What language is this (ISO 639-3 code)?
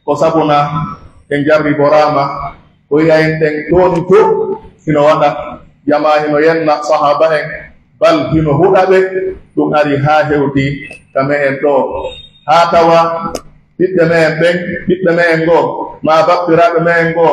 fuf